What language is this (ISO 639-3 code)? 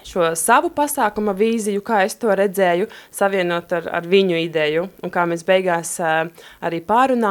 lav